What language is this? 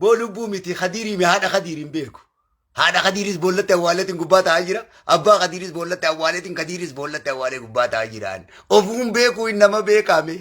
Oromo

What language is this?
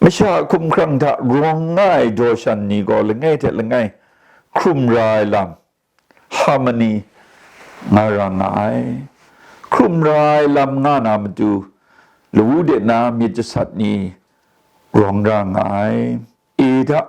Kachin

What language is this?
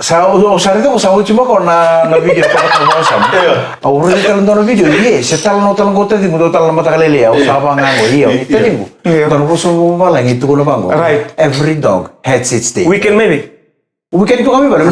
Fijian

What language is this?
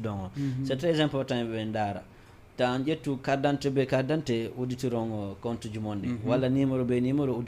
Fula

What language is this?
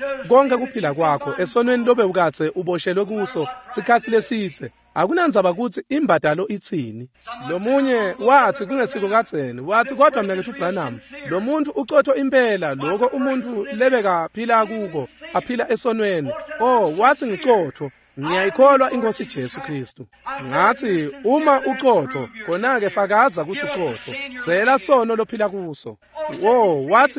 Swati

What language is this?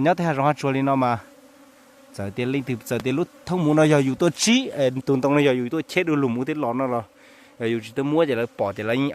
Hmong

